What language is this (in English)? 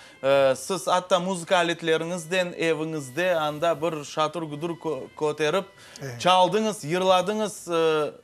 Crimean Tatar